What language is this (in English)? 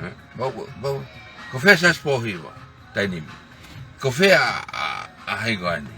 Tongan